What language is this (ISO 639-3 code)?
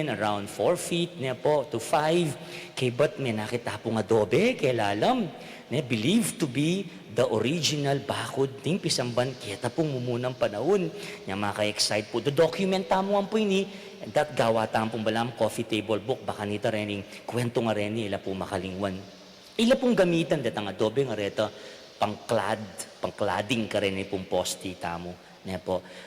pam